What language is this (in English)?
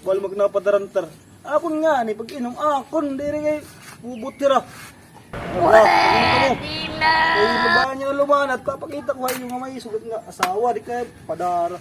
Waray